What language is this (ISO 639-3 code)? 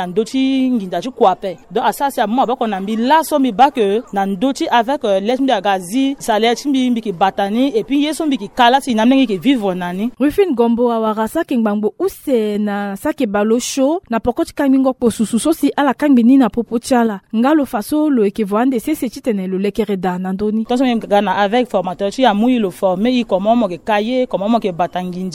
sag